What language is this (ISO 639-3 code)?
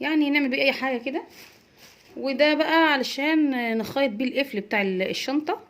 arz